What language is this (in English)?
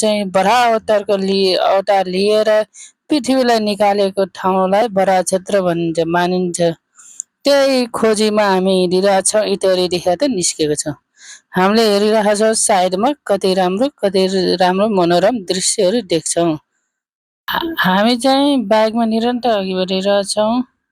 Nepali